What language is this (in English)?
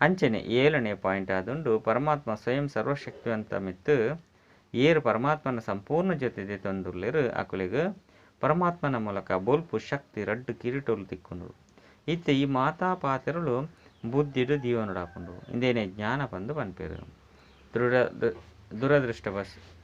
Tulu